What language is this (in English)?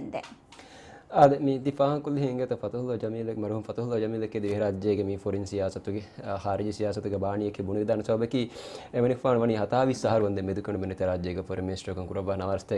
Divehi